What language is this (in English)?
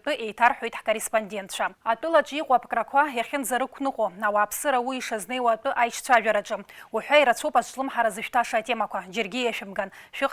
Abkhazian